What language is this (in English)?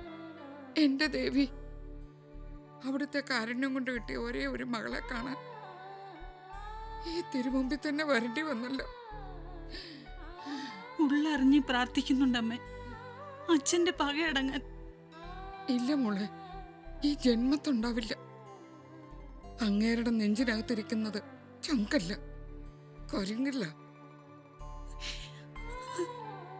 Malayalam